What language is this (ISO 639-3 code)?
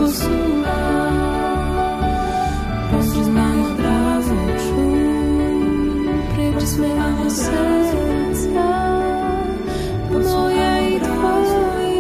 pol